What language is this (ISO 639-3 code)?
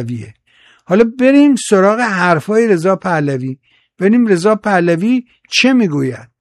fas